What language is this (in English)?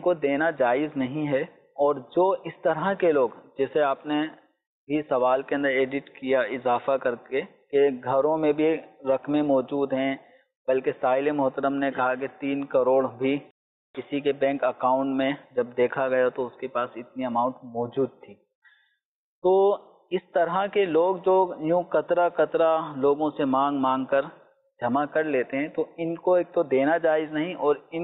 Urdu